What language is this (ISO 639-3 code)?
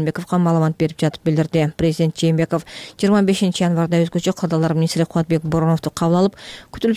kir